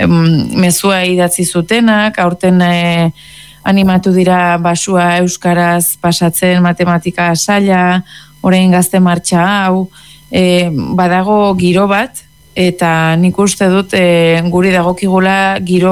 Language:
Basque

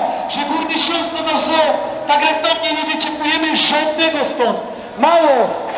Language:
Silesian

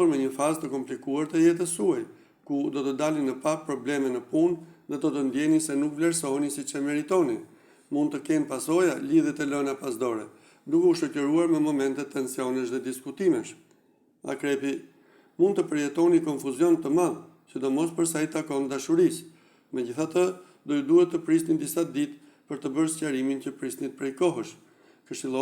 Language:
Albanian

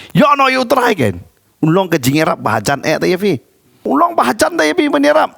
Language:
Khasi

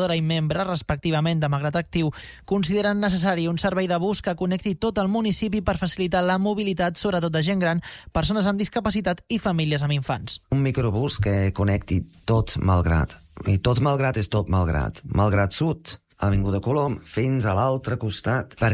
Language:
Catalan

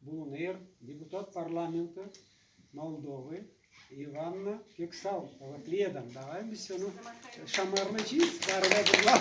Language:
Gagauz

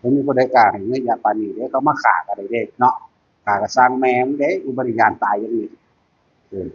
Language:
Northeastern Thai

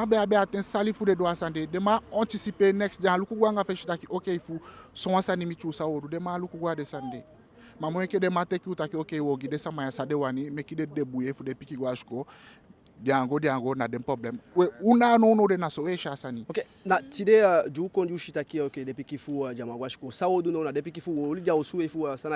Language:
Eastern Maroon Creole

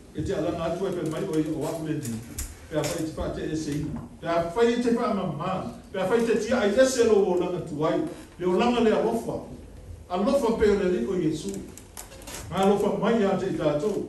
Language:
Samoan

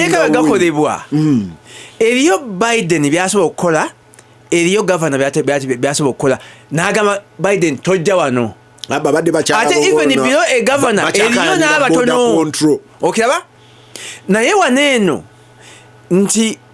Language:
Ganda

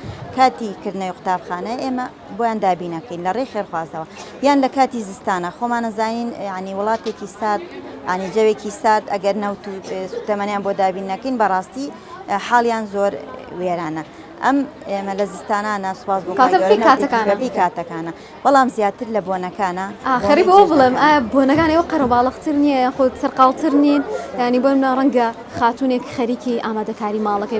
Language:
Central Kurdish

